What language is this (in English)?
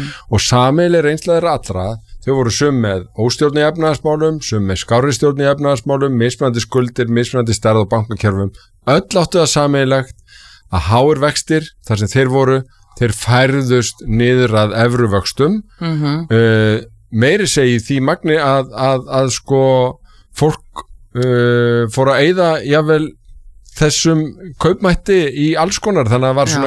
Icelandic